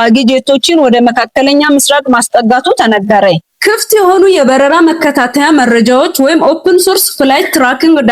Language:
Amharic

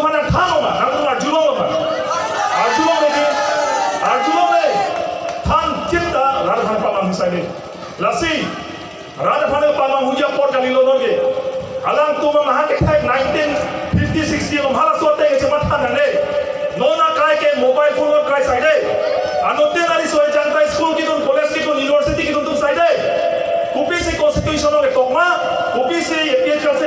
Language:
Karbi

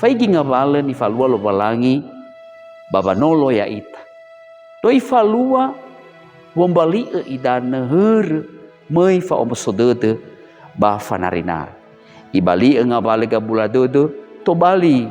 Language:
Nias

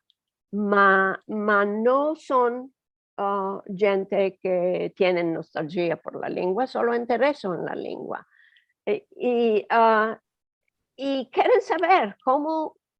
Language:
Ladino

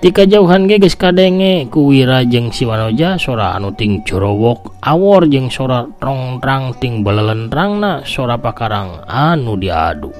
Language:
Sundanese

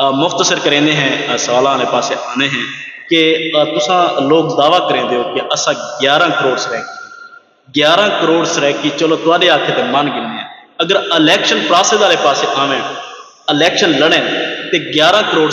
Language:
Saraiki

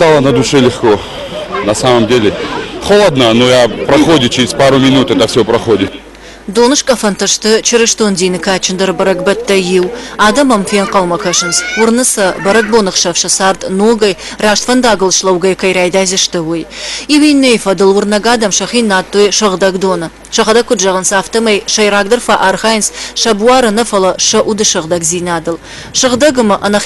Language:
Ossetic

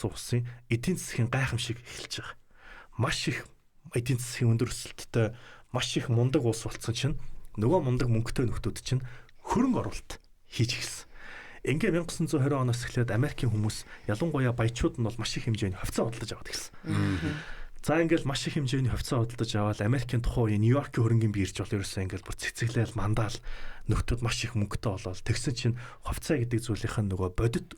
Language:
Mongolian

